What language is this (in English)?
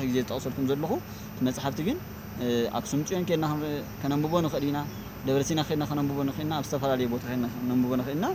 Tigrinya